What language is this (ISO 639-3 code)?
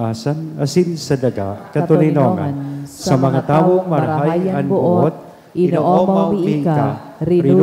bik